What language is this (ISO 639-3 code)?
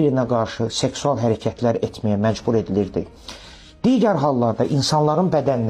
aze